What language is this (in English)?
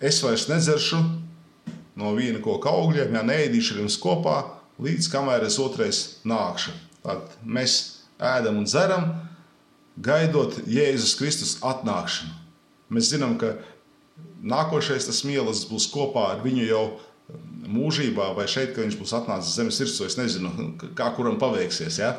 Latvian